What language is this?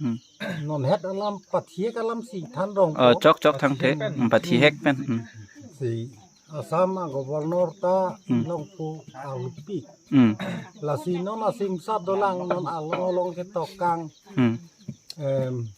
Karbi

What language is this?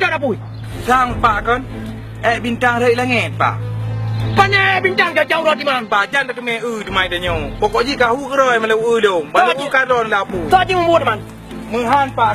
Achinese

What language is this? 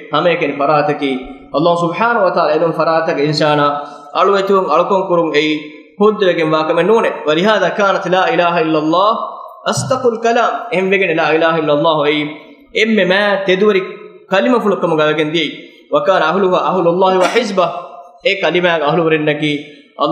Divehi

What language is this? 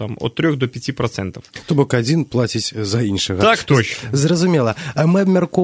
Belarusian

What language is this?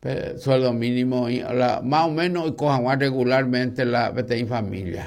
Guarani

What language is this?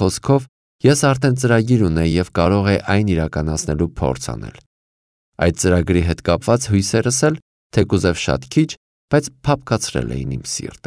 Armenian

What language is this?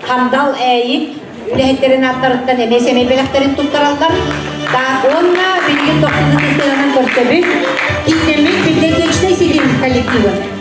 Yakut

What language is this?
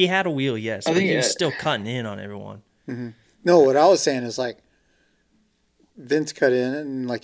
English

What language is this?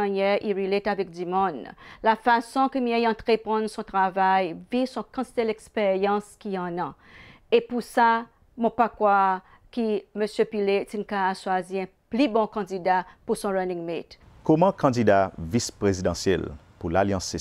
Seselwa Creole French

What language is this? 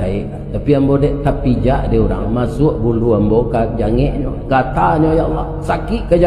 Minangkabau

